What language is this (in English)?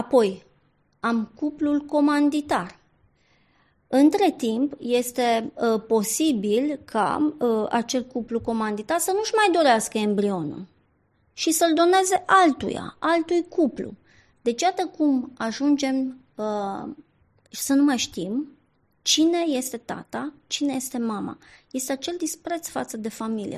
Romanian